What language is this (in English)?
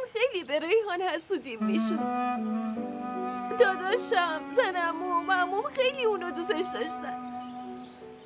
Persian